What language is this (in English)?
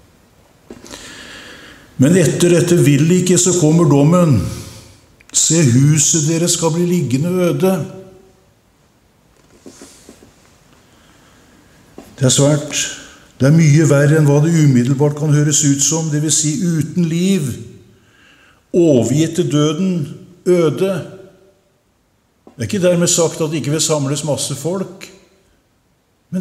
Norwegian